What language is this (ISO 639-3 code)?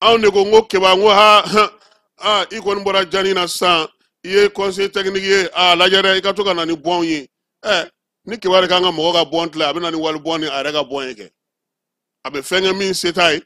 bam